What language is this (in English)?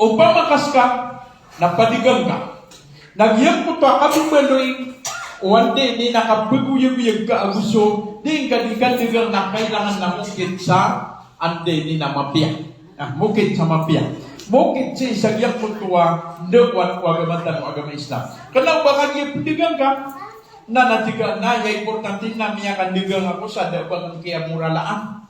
Maranao